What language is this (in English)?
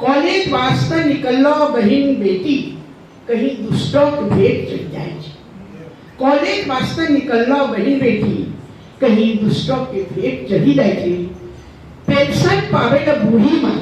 Angika